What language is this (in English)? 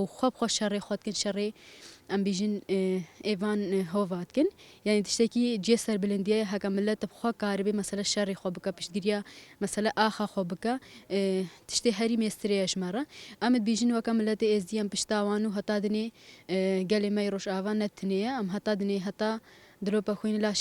Kurdish